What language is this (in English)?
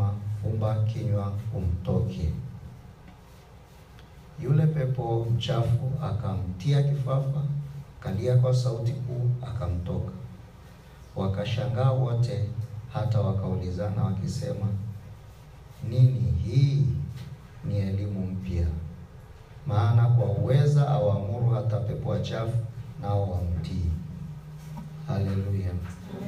Swahili